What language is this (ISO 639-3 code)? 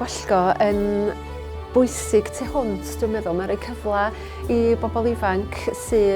cym